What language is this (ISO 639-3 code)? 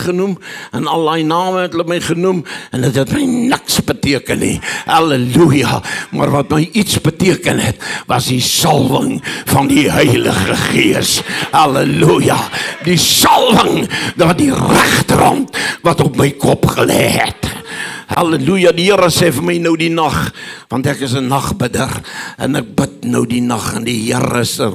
afr